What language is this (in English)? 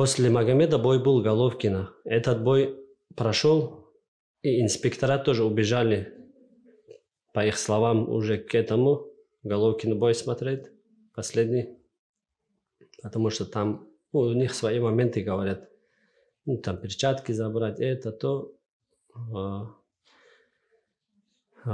Russian